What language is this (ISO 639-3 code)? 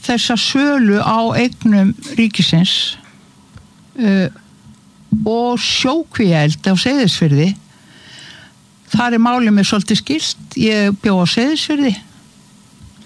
isl